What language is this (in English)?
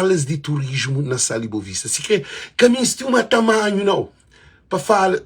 Kabuverdianu